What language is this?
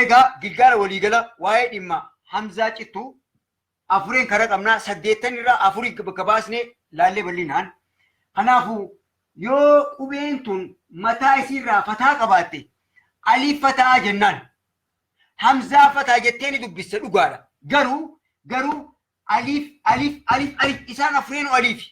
Oromo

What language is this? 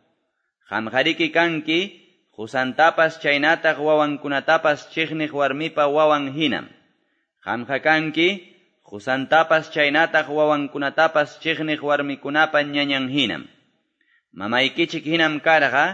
Quechua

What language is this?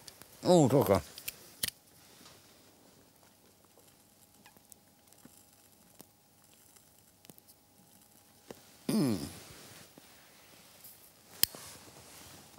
Danish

